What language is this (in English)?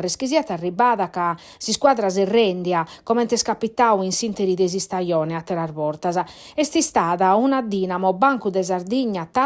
Sardinian